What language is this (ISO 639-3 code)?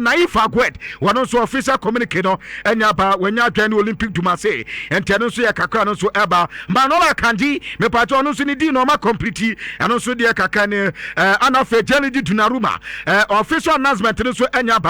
aka